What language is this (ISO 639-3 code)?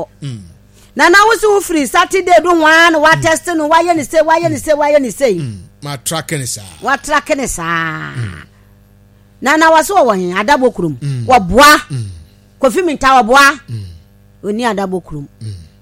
aka